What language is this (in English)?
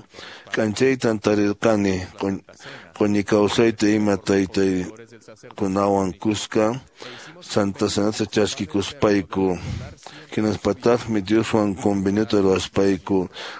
Quechua